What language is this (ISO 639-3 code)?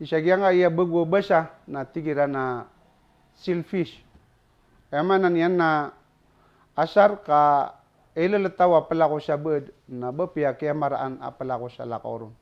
mrw